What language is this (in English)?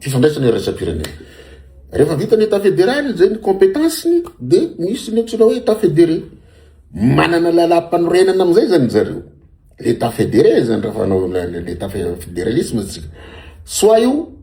Malagasy